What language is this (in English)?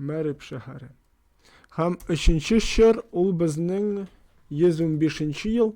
Tatar